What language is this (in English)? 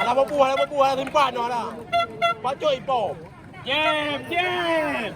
Achinese